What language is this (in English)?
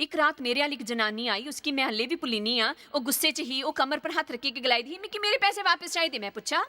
Dogri